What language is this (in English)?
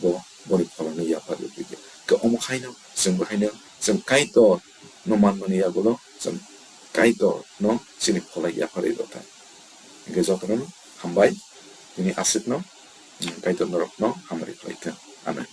Kok Borok